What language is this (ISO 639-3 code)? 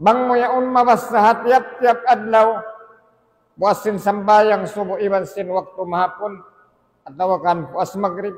tsg